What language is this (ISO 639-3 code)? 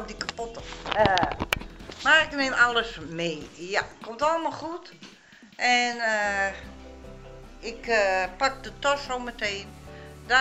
nld